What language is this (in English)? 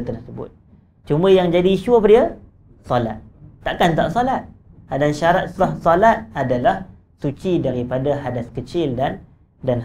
Malay